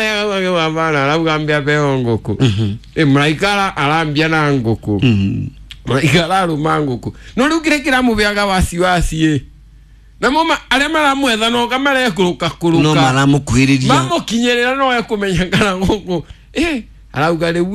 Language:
Kikuyu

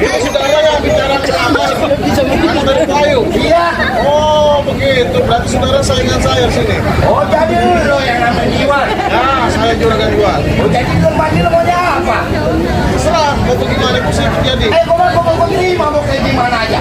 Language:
Betawi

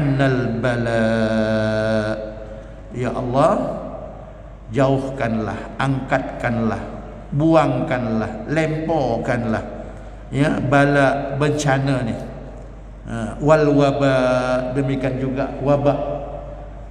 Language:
Malay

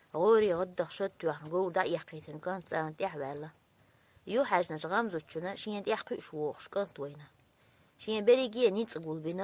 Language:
Chechen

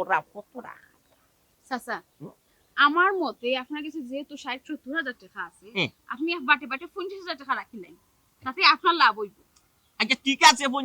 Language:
Sylheti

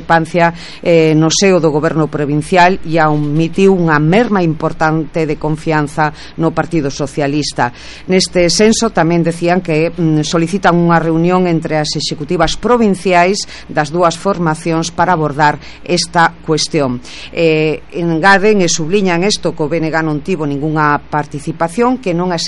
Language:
Galician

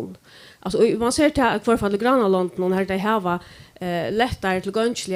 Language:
Faroese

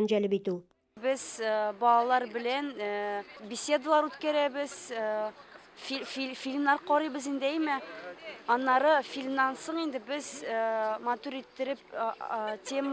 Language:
Tatar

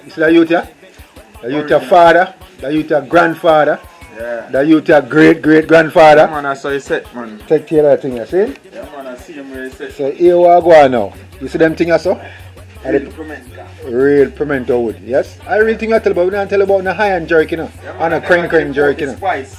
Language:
Jamaican Creole English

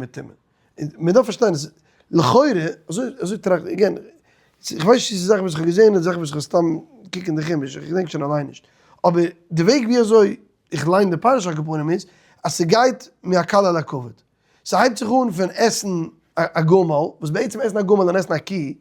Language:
Yiddish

